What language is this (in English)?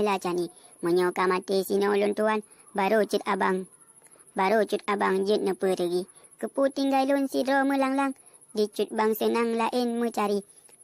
Achinese